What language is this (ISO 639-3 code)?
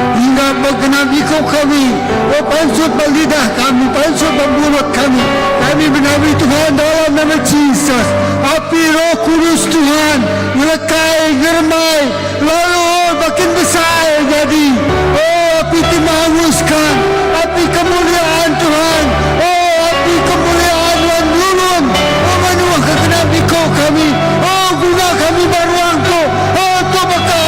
iba